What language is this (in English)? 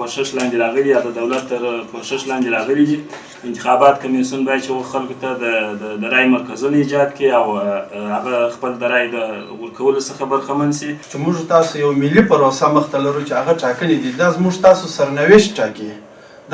Pashto